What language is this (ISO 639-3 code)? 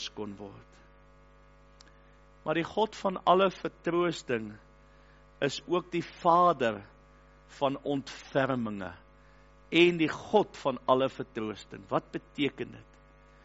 afr